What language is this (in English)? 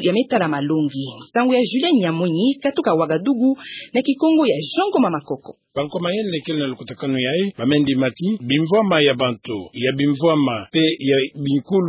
Kituba (Democratic Republic of Congo)